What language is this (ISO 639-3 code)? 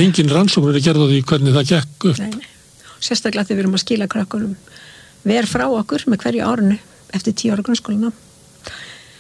isl